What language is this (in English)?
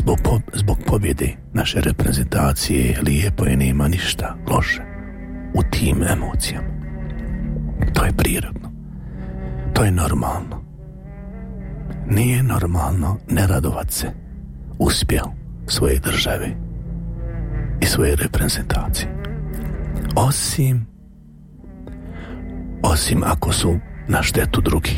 Bosnian